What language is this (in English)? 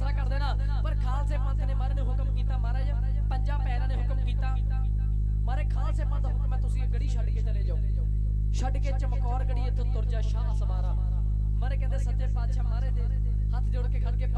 Punjabi